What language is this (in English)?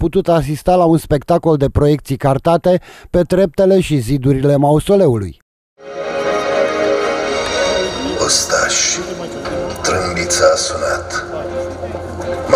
Romanian